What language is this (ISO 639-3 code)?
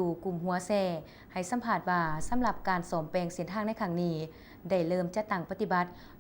lao